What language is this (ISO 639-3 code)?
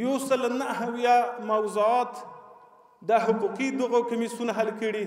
pus